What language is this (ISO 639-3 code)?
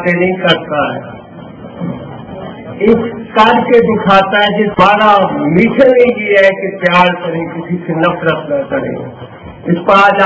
urd